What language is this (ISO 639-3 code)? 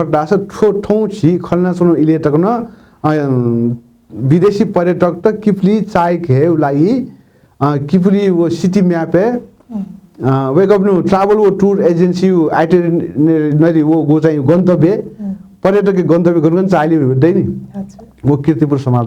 new